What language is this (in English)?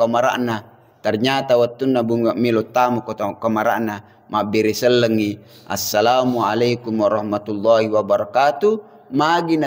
Buginese